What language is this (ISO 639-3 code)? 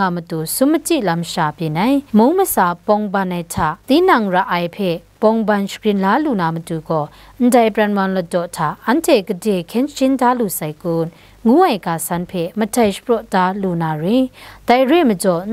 kac